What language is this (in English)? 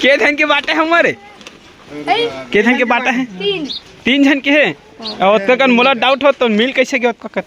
Chhattisgarhi